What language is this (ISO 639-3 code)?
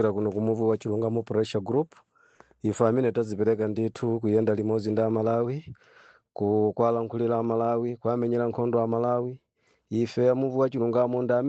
nya